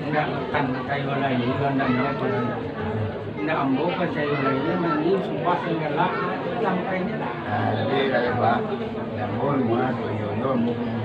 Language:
Minangkabau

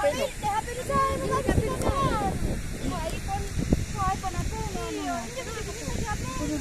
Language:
Makassar Malay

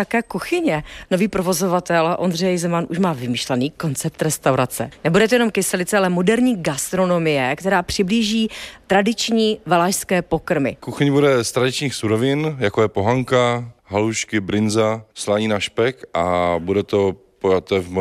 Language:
Czech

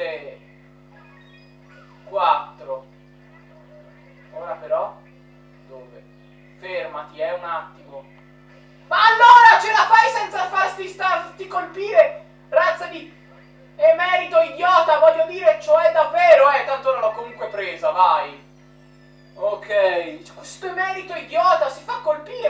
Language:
Italian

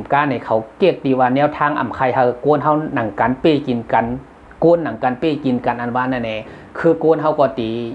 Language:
Shan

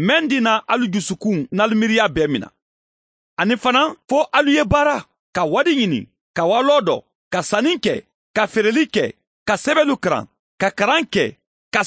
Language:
Mandingo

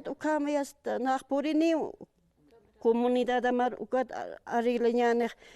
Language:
Aymara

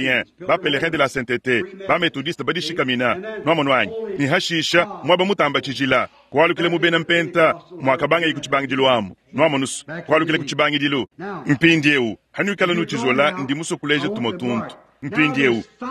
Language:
Luba-Lulua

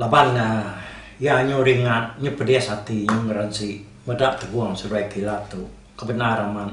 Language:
Iban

